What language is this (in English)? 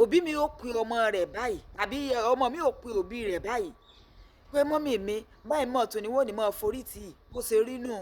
Yoruba